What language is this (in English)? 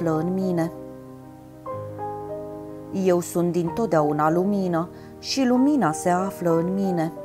Romanian